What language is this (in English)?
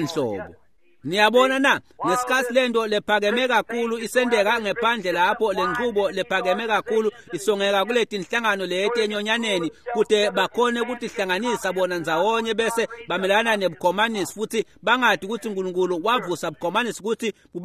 Swati